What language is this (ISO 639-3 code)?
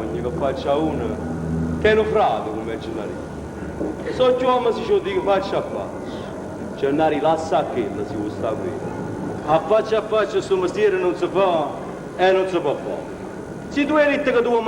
nap